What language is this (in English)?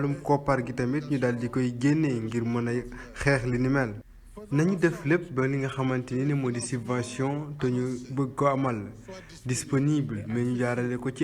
Wolof